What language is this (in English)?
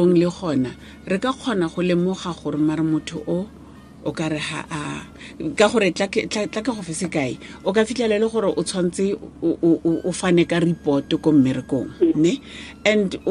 Tswana